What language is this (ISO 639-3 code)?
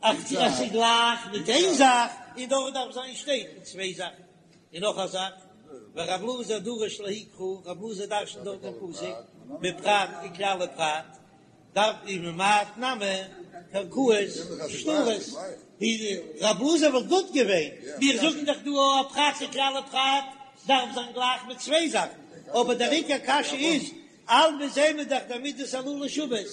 yid